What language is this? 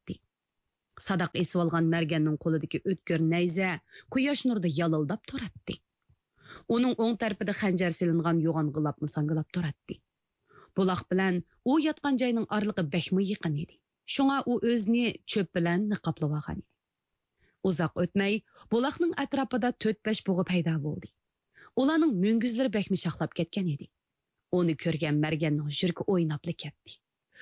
Uyghur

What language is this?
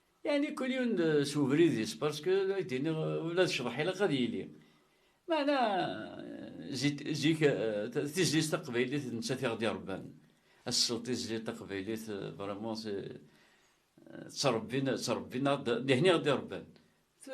Kabyle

